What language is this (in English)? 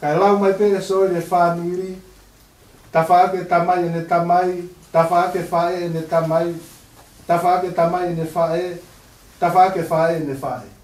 Tongan